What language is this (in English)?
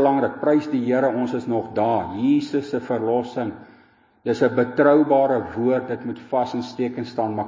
Afrikaans